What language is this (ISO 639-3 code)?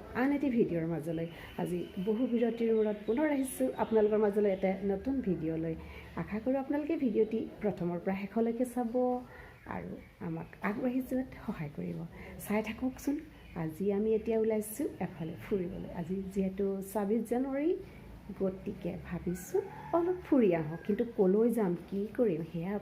asm